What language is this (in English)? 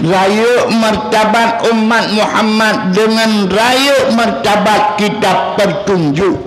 Achinese